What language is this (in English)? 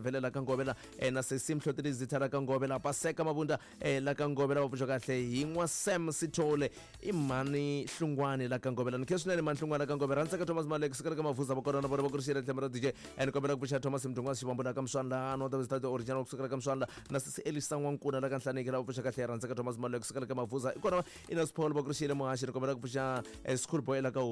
Tsonga